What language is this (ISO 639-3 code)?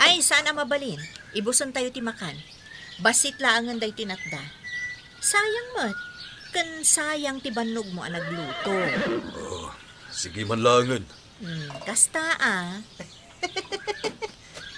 ilo